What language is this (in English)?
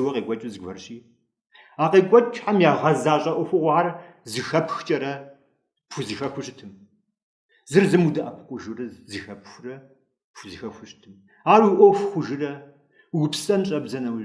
Kabardian